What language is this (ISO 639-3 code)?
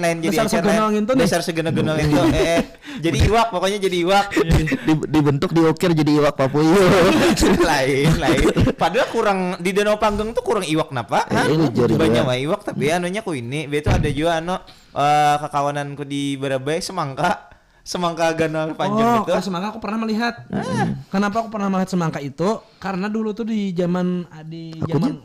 bjn